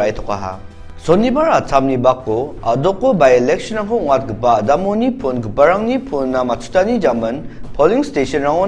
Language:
Garo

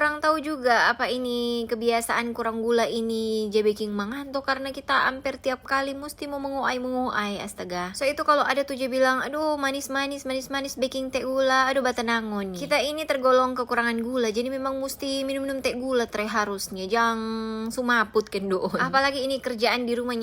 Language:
Manado Malay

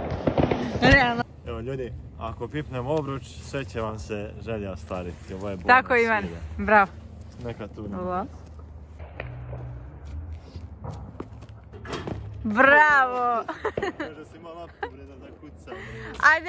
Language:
Serbian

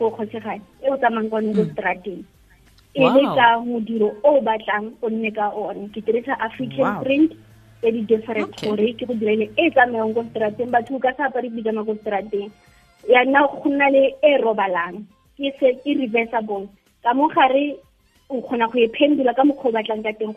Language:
Tswana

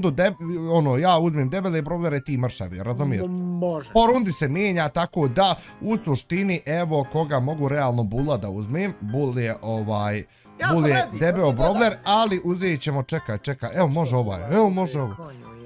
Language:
Bosnian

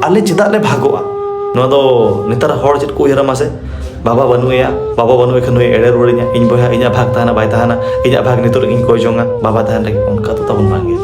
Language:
Santali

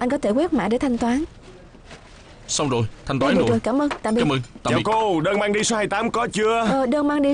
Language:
Vietnamese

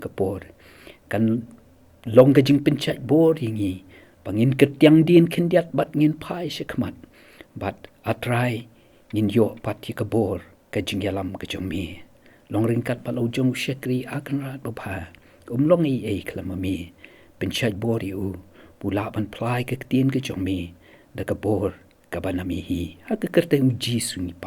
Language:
Khasi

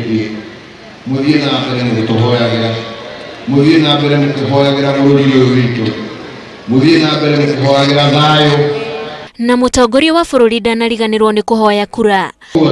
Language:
Kikuyu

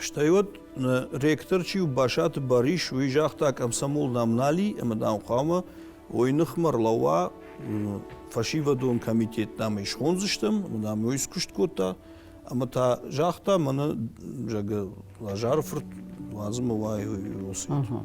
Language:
Ossetic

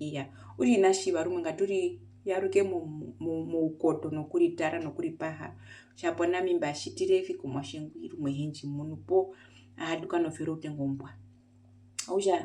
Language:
Herero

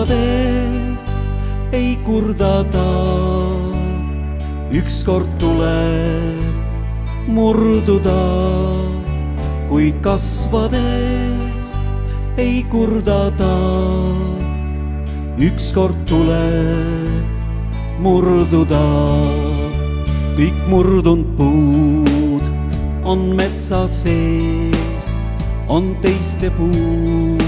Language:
Estonian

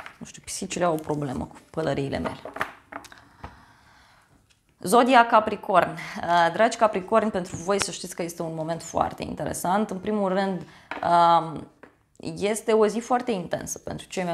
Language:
Romanian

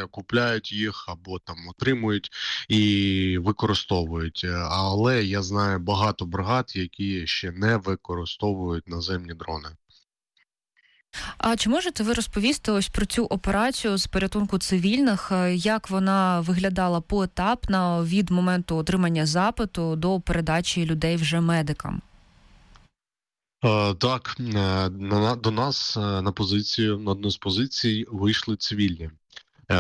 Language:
Ukrainian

